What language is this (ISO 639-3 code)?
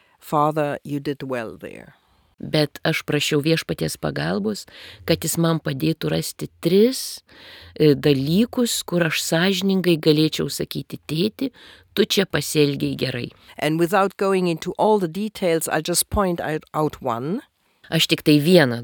lit